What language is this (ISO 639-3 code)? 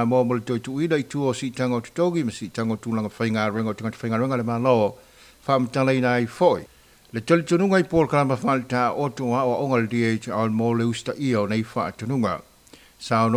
smo